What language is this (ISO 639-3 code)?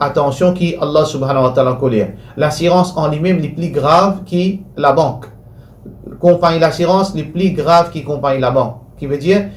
mfe